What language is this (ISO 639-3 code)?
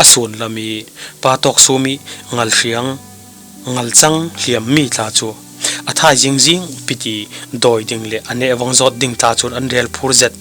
cfm